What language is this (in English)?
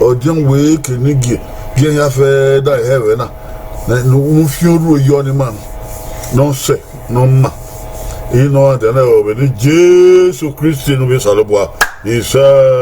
Bini